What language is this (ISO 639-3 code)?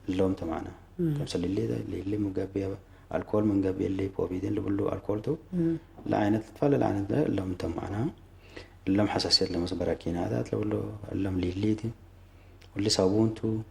tig